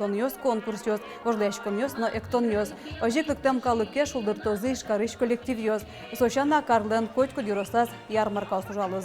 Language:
Udmurt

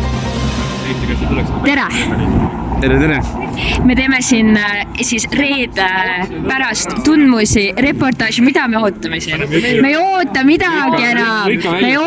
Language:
Estonian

